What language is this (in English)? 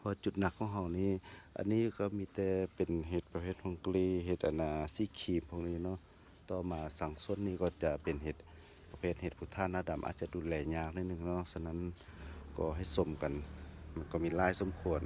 Lao